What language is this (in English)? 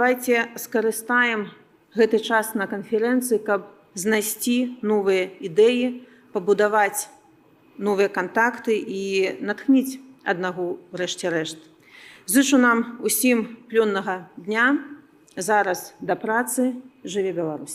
Belarusian